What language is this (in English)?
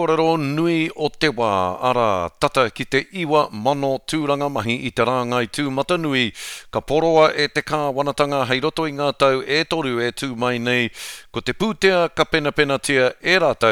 Māori